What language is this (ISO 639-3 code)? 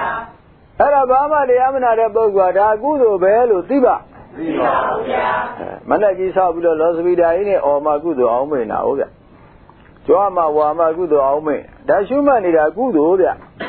mya